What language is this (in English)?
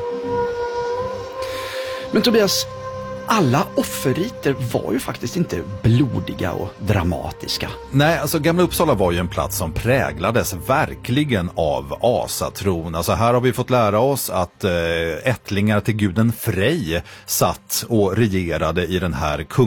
Swedish